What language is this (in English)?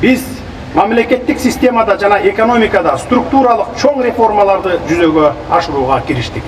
Kyrgyz